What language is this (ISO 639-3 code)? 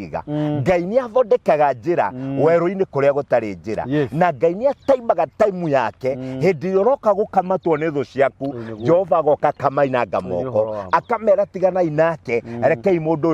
kik